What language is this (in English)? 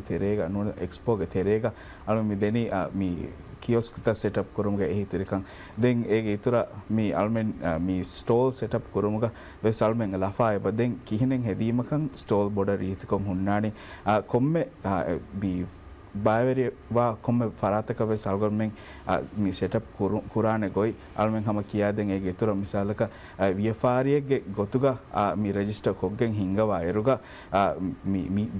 Divehi